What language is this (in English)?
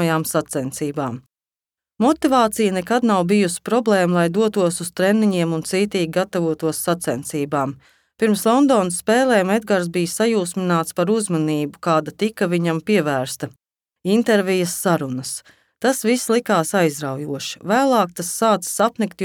Latvian